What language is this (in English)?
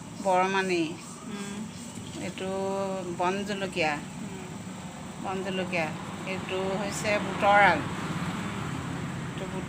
Assamese